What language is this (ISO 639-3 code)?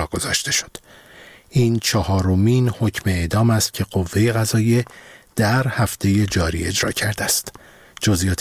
fas